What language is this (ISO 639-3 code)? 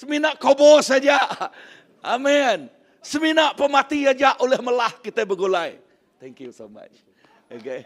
iba